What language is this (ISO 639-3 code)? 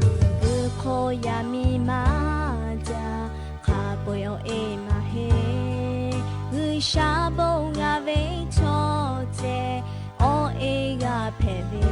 lhu